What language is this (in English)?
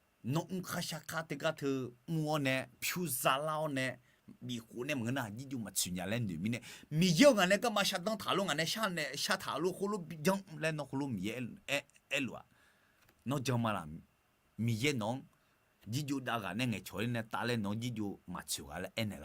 Akha